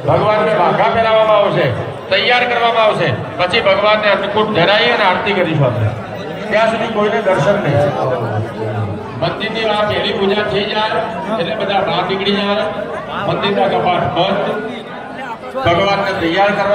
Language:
Gujarati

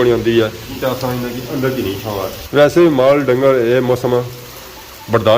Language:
Pahari-Potwari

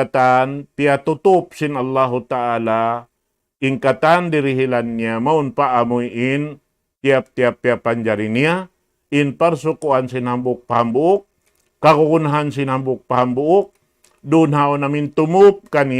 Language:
Tausug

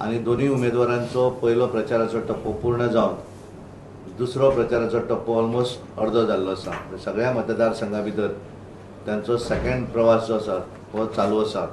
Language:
Konkani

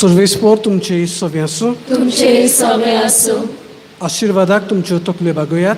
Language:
Konkani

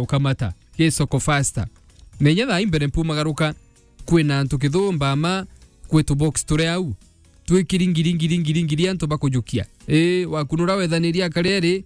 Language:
Meru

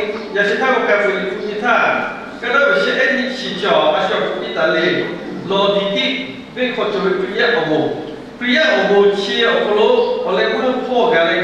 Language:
Lahu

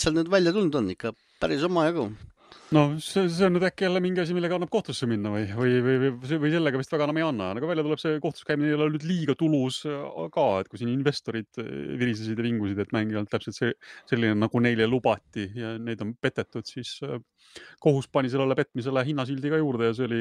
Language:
Estonian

